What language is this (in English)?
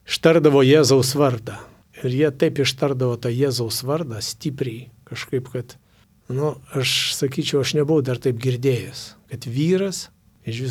Lithuanian